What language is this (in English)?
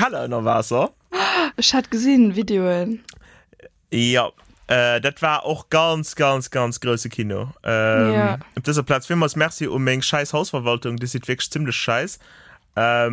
Luxembourgish